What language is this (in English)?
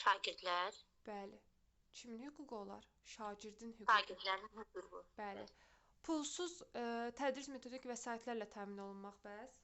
Azerbaijani